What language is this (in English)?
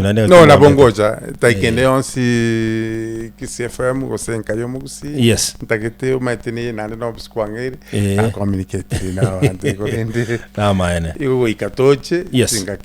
Gusii